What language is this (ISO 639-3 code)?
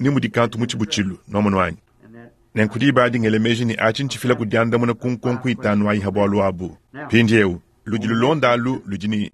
lua